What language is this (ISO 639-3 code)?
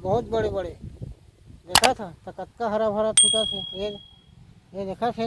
hne